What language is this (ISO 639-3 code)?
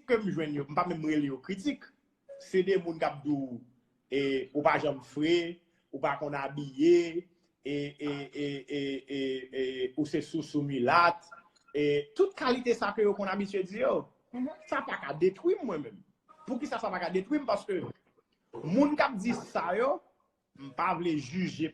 hat